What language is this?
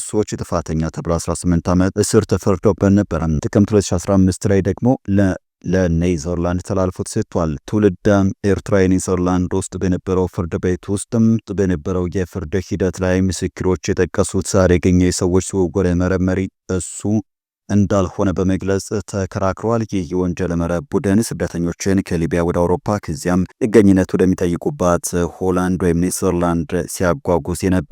Amharic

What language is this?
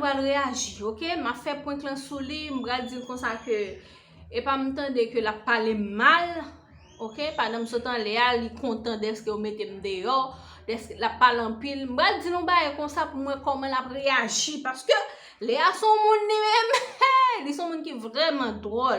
Haitian Creole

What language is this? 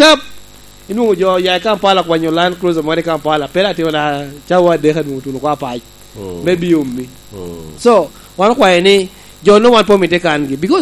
Lango (Uganda)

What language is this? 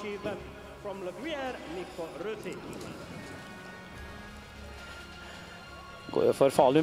Norwegian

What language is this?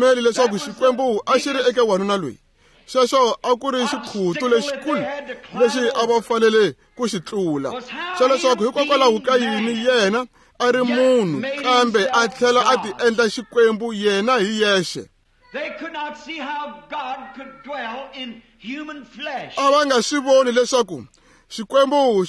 Tsonga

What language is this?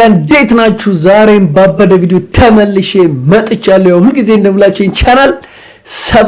Amharic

